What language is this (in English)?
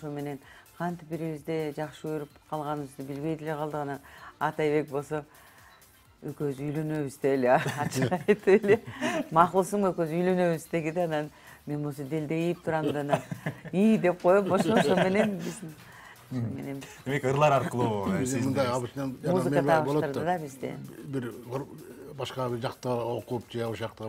Kyrgyz